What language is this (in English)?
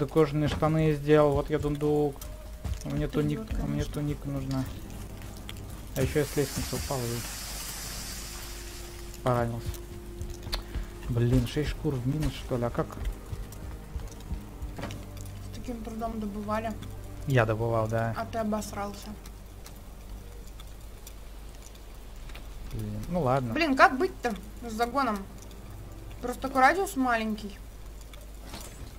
Russian